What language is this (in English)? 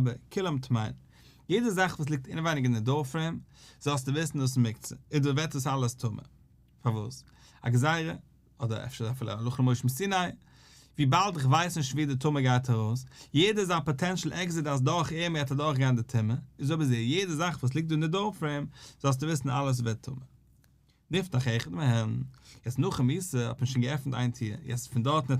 Yiddish